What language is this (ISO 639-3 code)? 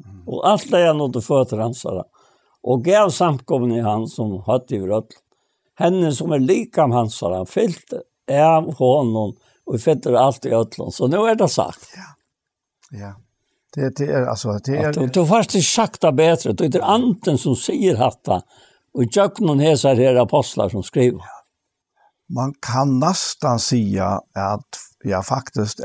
fao